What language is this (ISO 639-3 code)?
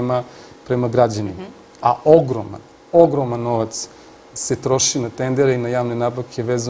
srp